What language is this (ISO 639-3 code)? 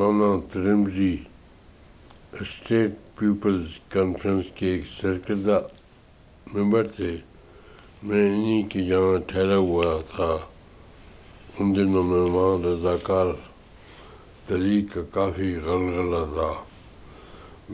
urd